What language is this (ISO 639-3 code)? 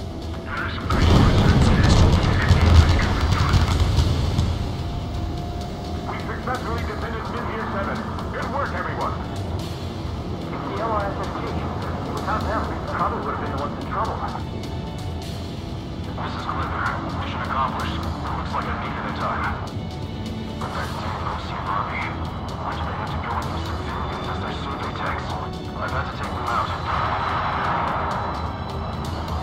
eng